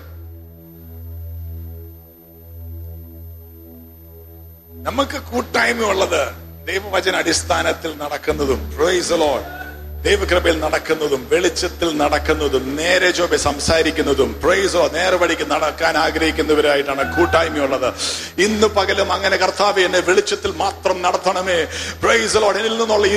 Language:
Malayalam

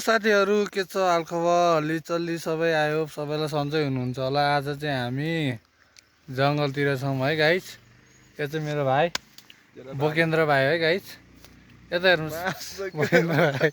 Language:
Nepali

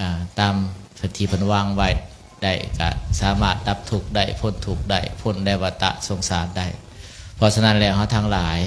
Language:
Lao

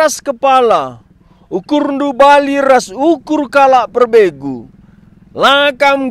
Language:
Batak Karo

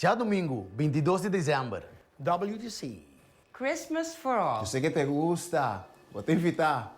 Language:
Papiamento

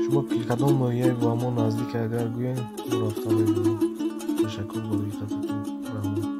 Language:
Tajik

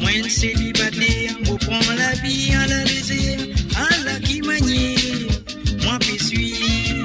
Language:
Morisyen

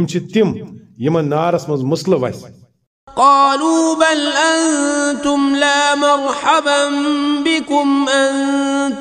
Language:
Kashmiri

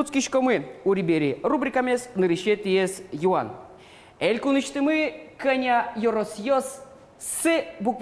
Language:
Udmurt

